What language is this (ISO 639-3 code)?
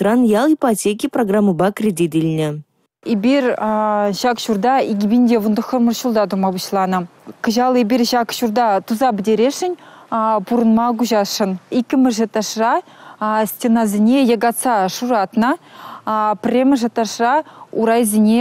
chv